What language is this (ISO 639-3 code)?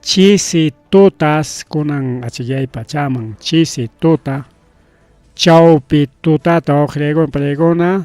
quy